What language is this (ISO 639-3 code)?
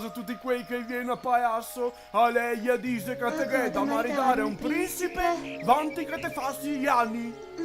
vec